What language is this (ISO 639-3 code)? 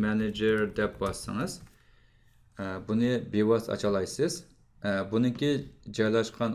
uig